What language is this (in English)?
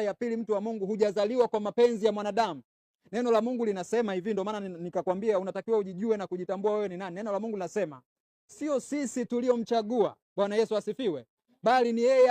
Swahili